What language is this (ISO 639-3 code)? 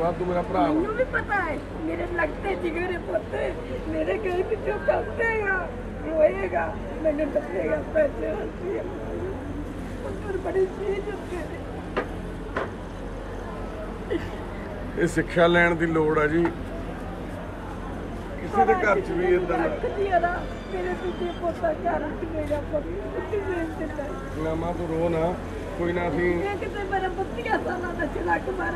pan